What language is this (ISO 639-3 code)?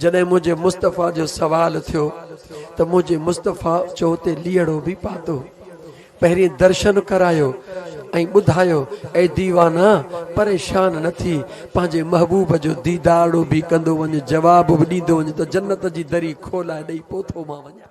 snd